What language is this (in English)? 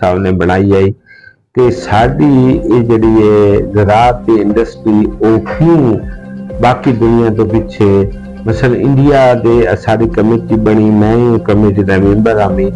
Saraiki